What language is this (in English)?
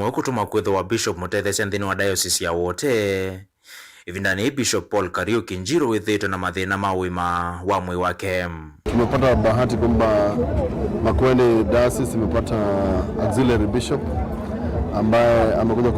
Kamba